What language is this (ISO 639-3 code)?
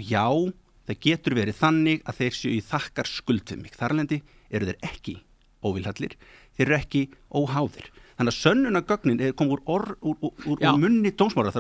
isl